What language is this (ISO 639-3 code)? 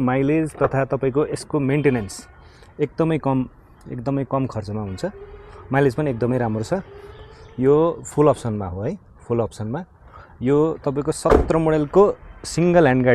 nep